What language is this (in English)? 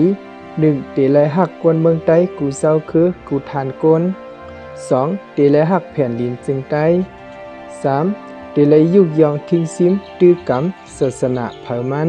Shan